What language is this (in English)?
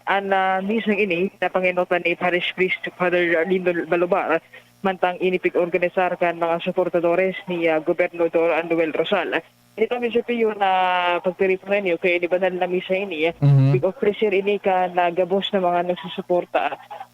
Bikol